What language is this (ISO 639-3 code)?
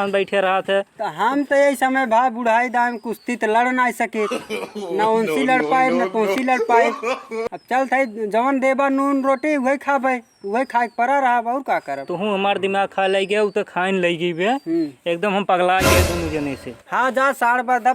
awa